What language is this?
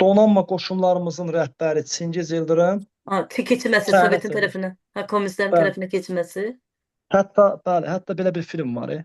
Azerbaijani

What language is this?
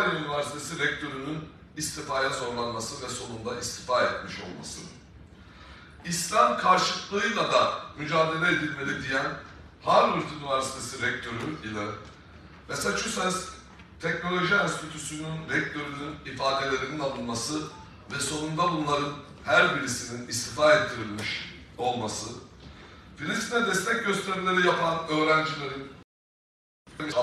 Turkish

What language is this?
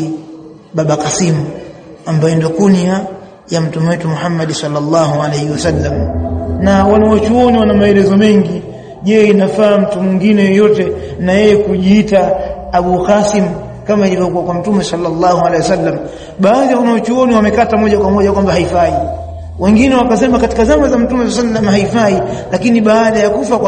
Swahili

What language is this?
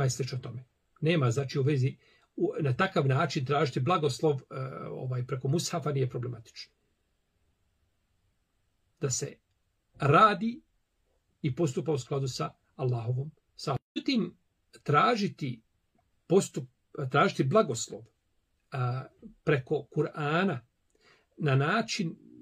Bosnian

